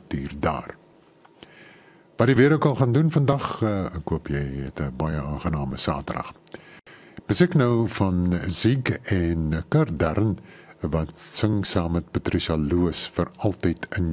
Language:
Afrikaans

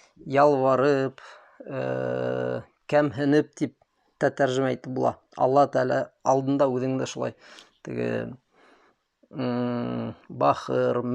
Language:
Bashkir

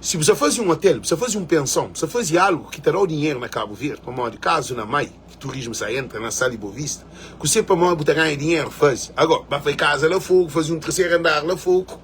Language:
Kabuverdianu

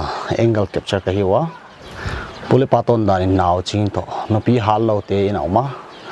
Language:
Paite Chin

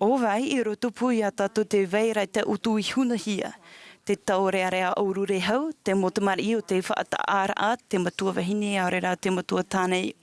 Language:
Tahitian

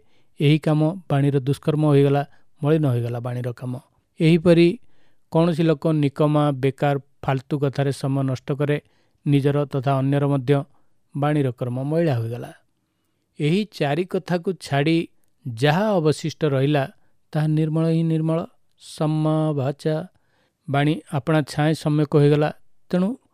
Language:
Odia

